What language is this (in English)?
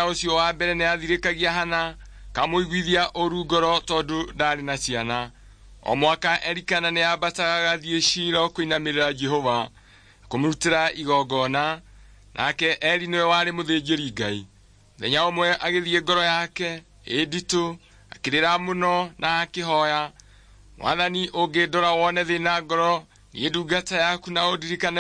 Kikuyu